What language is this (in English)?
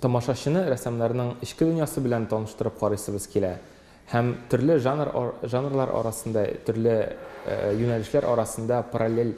Tatar